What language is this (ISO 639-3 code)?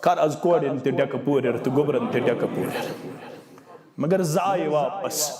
kas